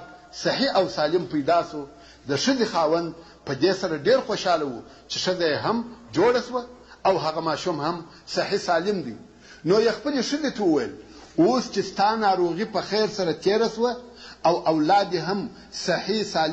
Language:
Pashto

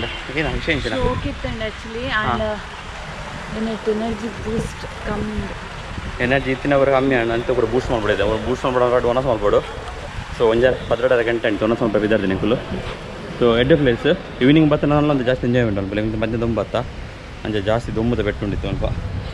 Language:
Tulu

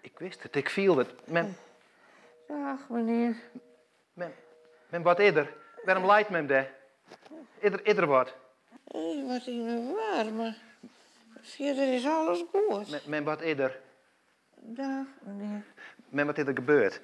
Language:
Western Frisian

